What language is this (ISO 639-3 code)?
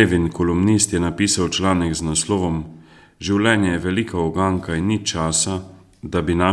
slv